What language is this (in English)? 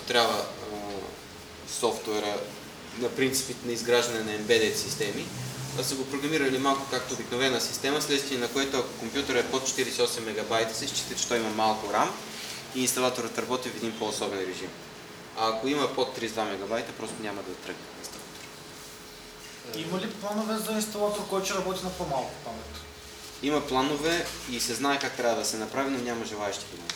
Bulgarian